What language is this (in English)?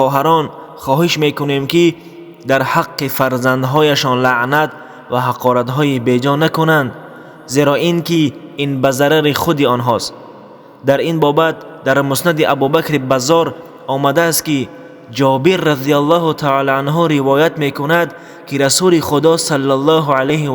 Tajik